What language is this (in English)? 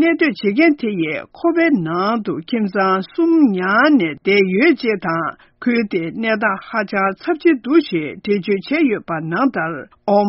Tibetan